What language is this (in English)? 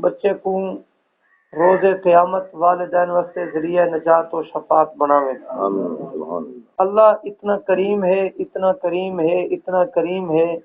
Saraiki